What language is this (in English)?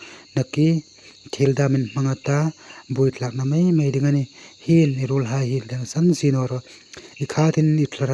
Hmar